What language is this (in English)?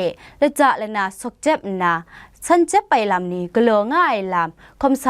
Kachin